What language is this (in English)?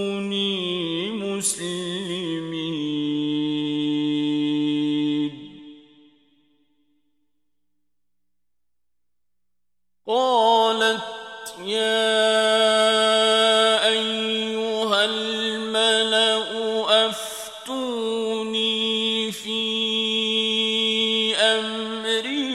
Arabic